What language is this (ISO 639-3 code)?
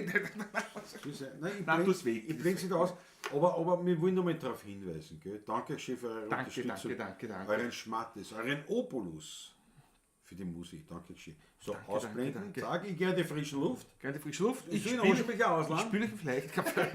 bar